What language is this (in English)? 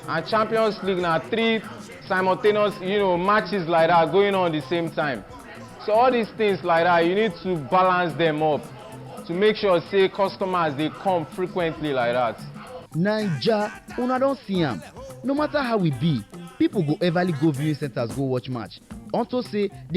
Nigerian Pidgin